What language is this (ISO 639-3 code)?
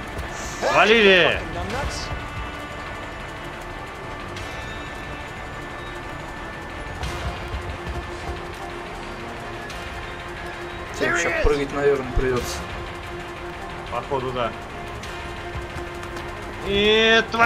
rus